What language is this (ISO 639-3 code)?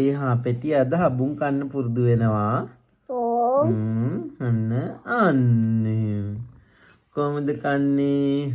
sin